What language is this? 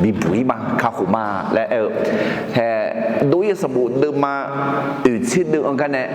Akha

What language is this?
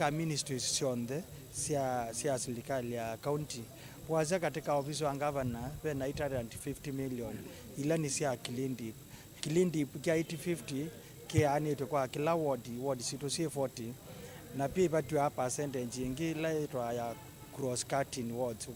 Kamba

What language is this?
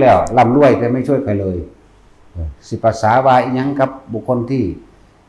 Northeastern Thai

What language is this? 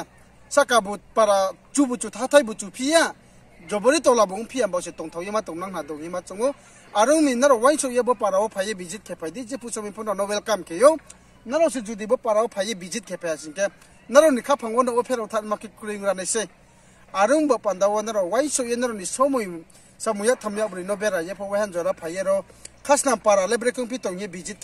Riang (India)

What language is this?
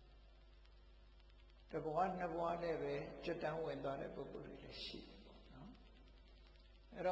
Burmese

